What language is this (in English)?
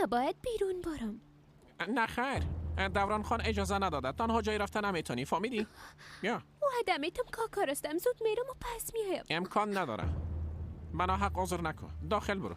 Persian